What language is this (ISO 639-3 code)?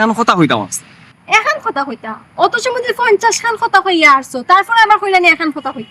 syl